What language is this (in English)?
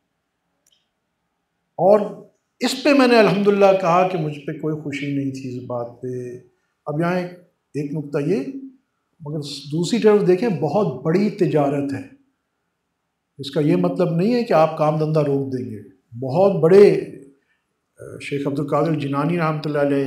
Urdu